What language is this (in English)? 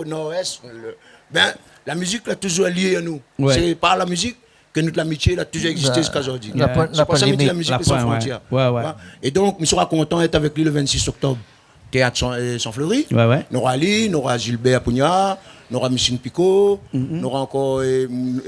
Réunion Creole French